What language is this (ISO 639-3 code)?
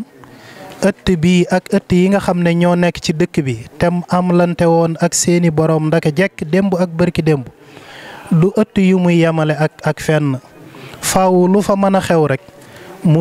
wol